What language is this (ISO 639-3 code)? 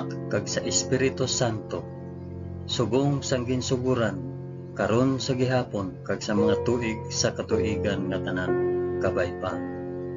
hil